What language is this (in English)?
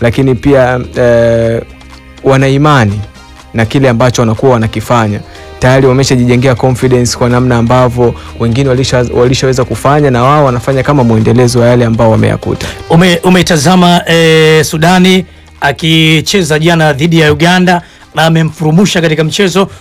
Swahili